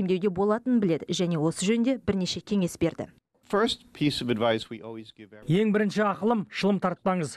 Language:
Kazakh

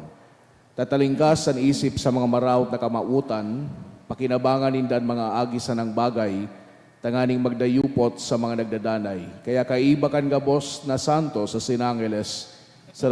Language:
Bikol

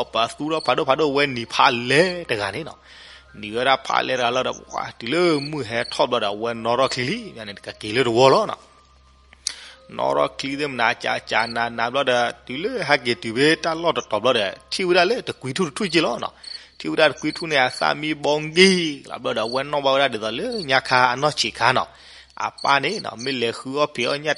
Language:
S'gaw Karen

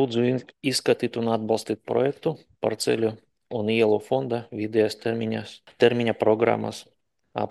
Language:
Latvian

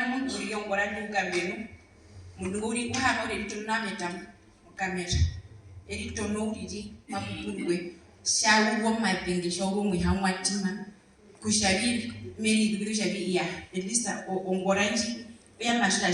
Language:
Herero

